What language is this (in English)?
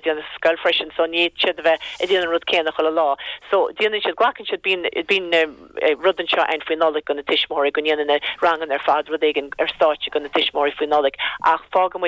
Irish